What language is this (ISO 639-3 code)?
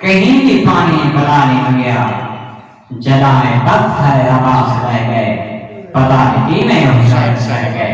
skr